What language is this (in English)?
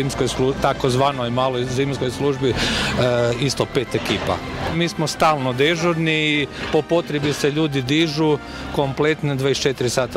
Croatian